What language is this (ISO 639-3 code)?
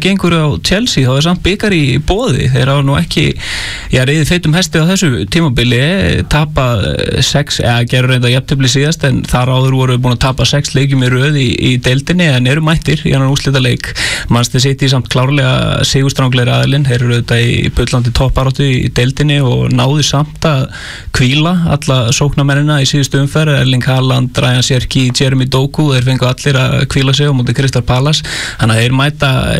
isl